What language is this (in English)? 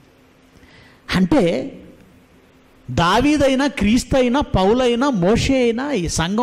Telugu